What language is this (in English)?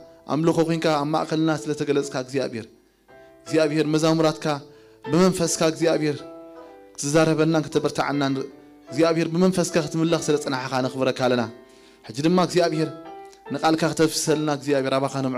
Tigrinya